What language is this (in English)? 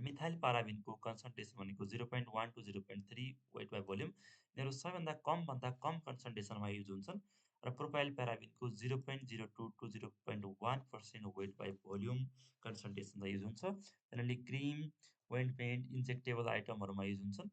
Nepali